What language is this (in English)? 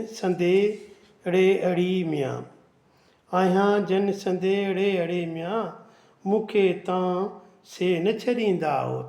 Sindhi